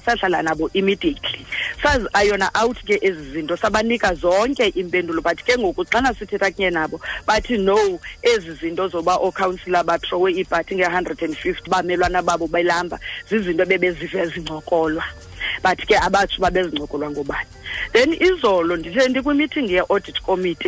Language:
Xhosa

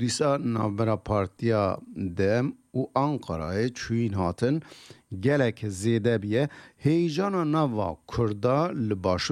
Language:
Kurdish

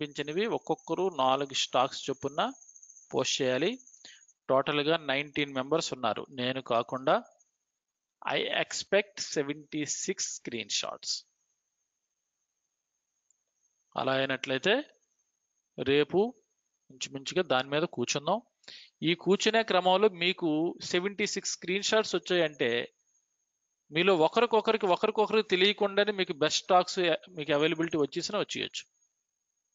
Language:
Telugu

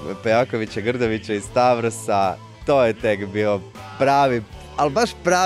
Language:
Croatian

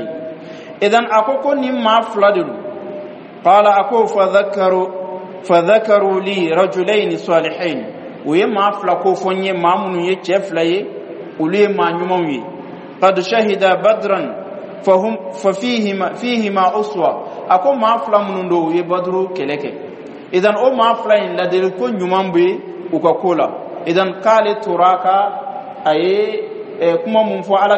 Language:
Bambara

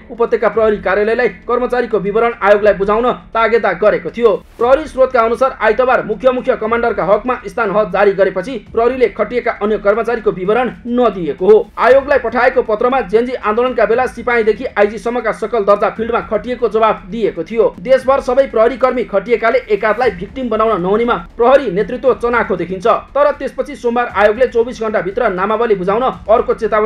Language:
Nepali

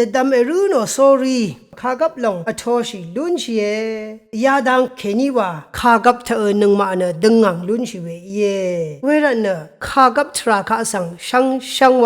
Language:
Rawang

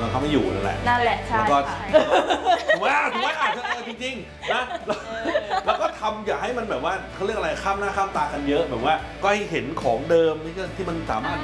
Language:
Thai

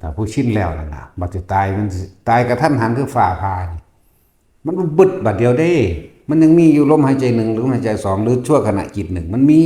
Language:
Northeastern Thai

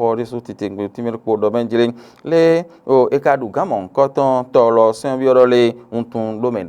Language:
Fon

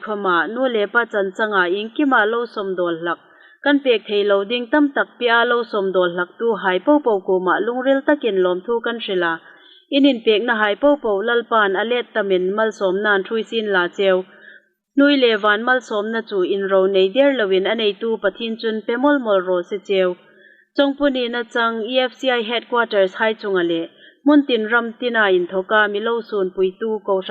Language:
Hmar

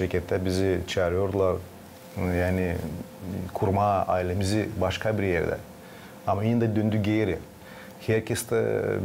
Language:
Gagauz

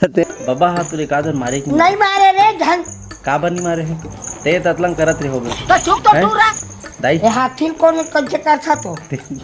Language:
Chhattisgarhi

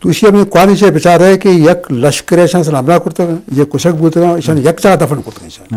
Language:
Eastern Balochi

